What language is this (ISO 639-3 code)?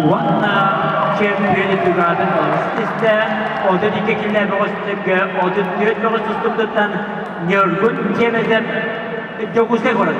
sah